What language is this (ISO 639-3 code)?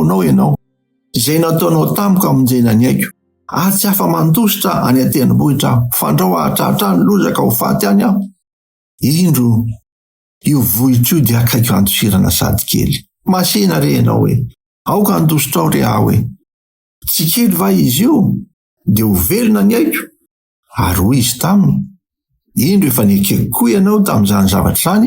mlg